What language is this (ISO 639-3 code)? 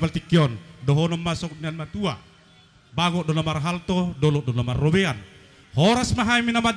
bbc